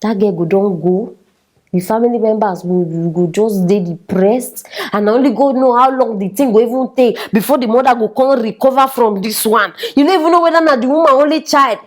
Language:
Nigerian Pidgin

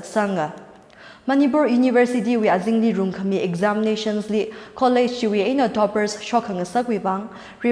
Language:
Tangkhul Naga (India)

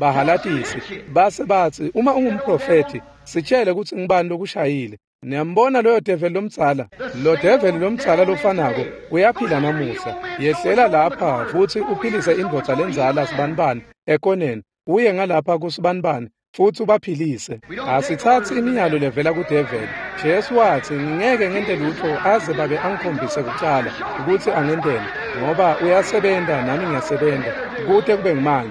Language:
Swati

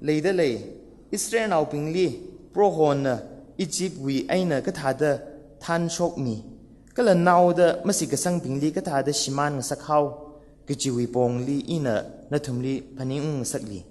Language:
Tangkhul Naga (India)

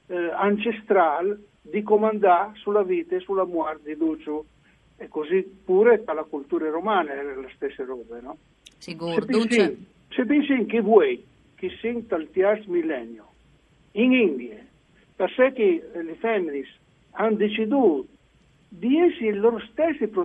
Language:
Friulian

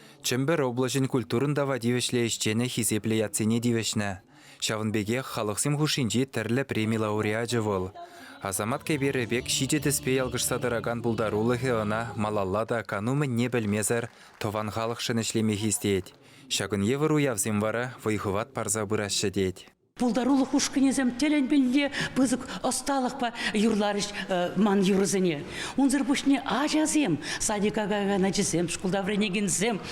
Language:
Chuvash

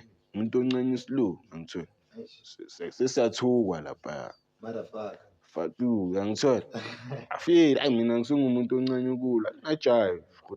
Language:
Zulu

